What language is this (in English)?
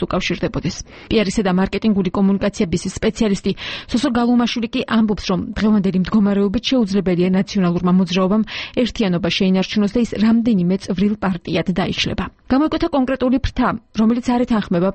Georgian